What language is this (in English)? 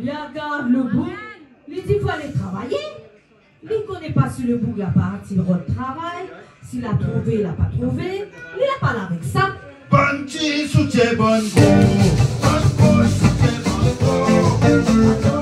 Réunion Creole French